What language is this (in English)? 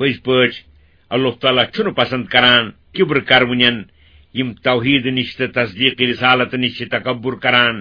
Kashmiri